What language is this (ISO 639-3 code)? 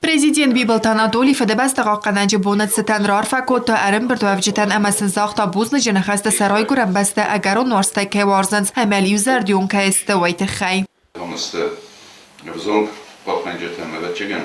oss